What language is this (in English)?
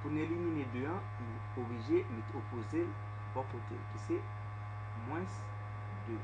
Haitian Creole